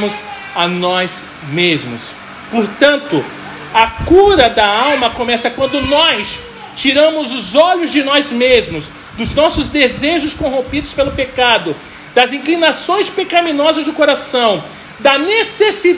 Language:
Portuguese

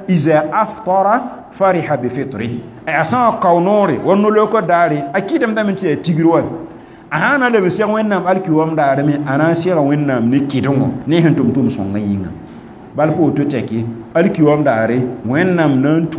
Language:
Mossi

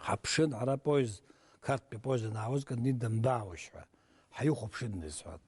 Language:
Abkhazian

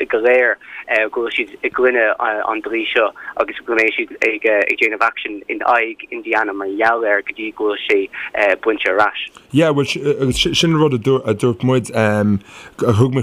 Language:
Irish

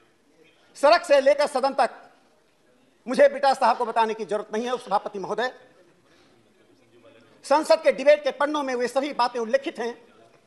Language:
Hindi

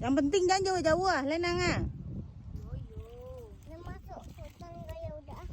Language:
Minangkabau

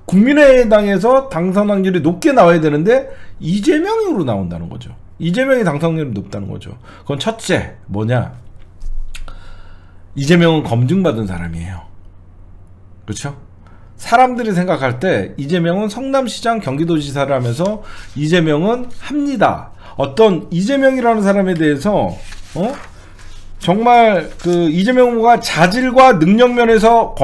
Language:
Korean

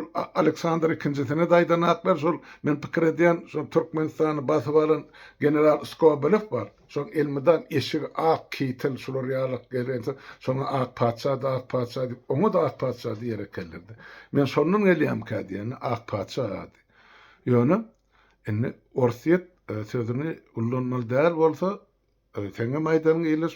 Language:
Turkmen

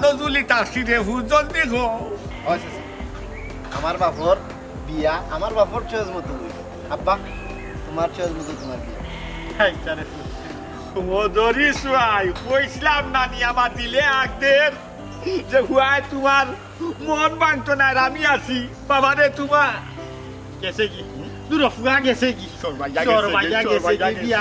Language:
Sylheti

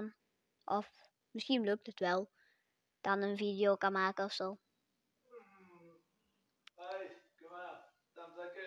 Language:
Dutch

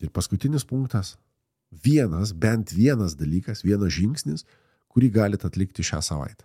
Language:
Lithuanian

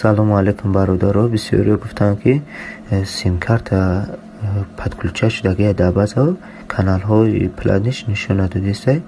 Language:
Tajik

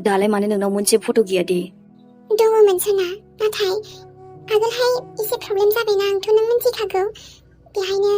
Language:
Bodo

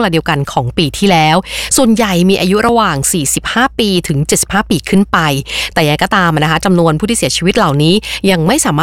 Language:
Thai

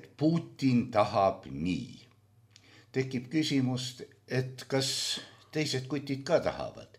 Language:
Estonian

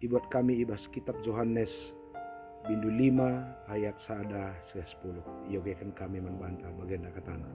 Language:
Batak Karo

